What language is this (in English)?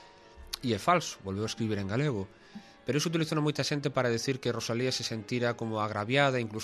Galician